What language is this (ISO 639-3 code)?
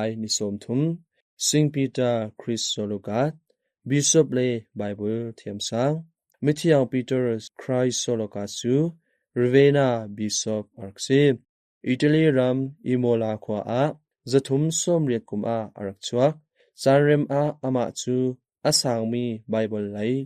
cnh